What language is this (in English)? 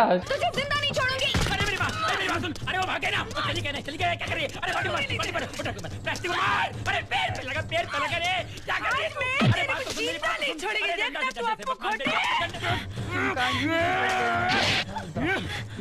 Hindi